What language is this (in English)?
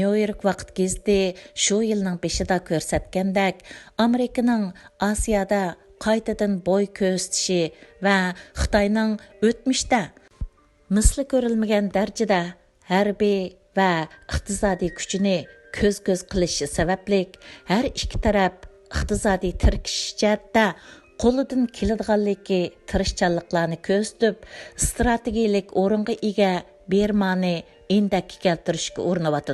Uyghur